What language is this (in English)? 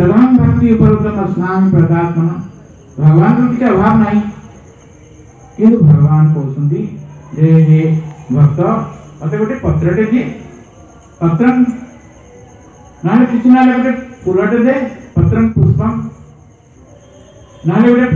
Odia